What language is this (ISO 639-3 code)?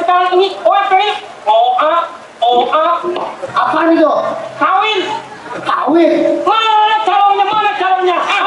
bew